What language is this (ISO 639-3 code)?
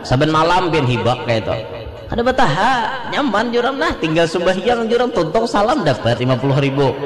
bjn